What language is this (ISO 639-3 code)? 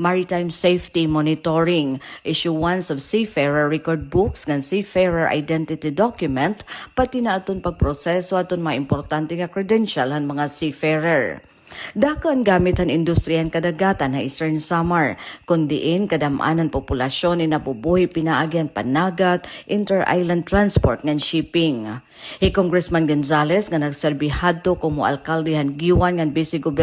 war